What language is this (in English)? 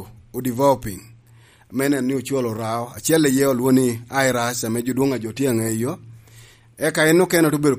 Lango (Uganda)